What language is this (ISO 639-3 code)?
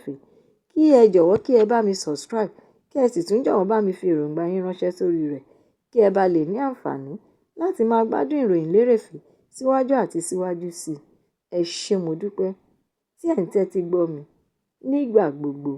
yor